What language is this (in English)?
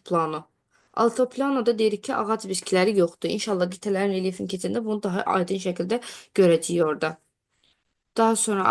Azerbaijani